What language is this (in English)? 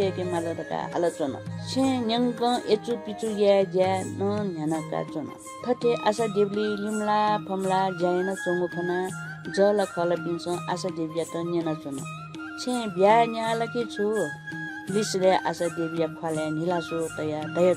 Newari